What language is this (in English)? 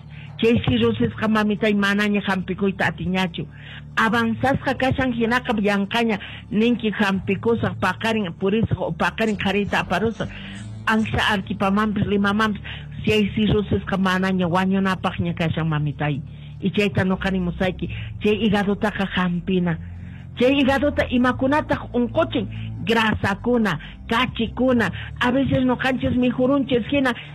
Quechua